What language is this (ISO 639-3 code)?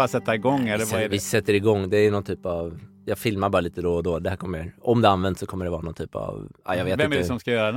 swe